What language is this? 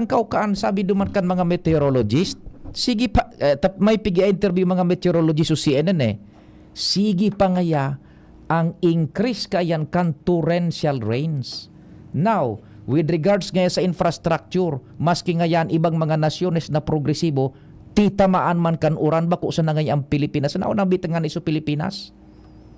Bikol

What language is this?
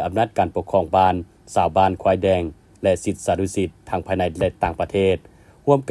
Lao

